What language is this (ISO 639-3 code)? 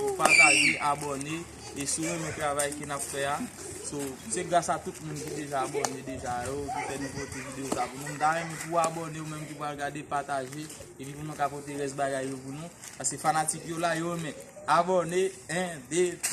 hat